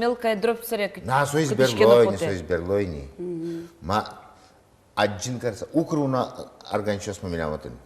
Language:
Udmurt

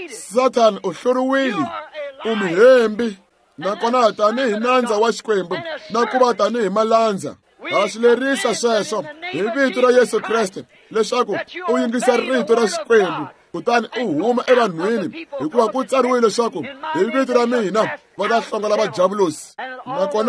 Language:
Tsonga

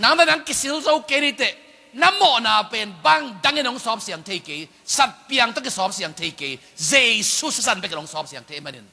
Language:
Tedim Chin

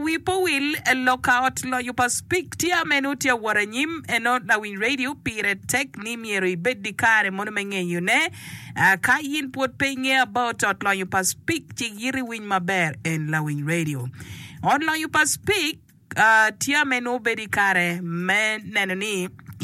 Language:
Acoli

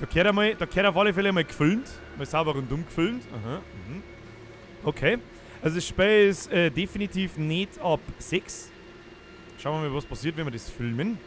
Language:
Bavarian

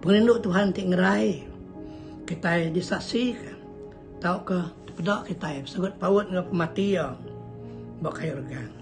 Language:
Iban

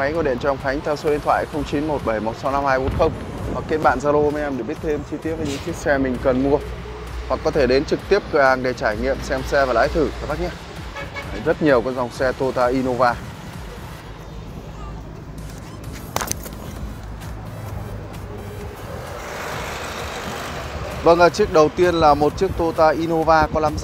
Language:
Vietnamese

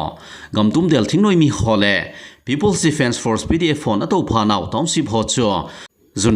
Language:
Thado Chin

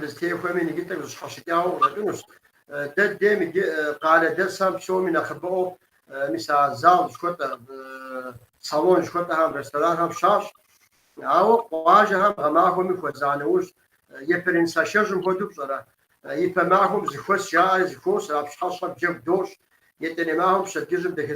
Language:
Kabardian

